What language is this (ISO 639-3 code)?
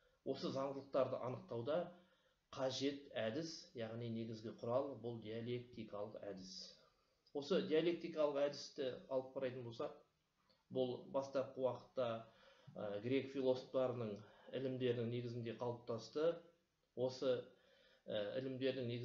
kaz